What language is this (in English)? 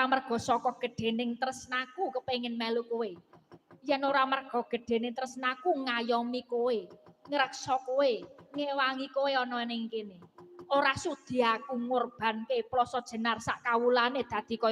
Javanese